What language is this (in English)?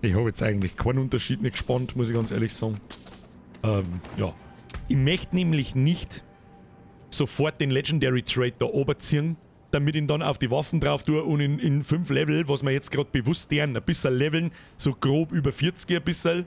Bavarian